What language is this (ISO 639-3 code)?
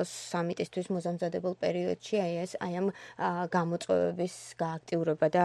kat